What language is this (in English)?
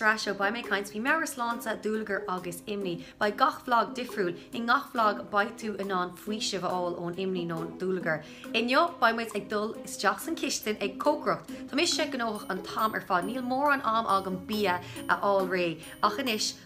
Irish